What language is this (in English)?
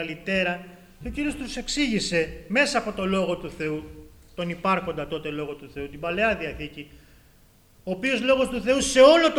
Greek